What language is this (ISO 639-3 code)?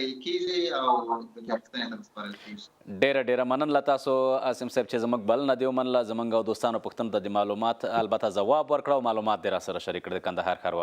pus